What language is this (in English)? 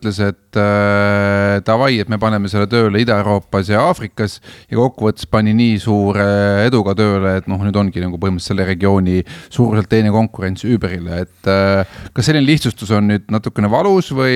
Estonian